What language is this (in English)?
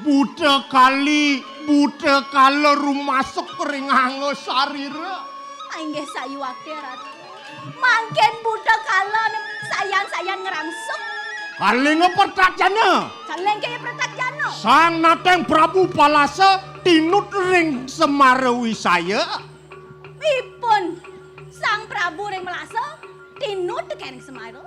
Balinese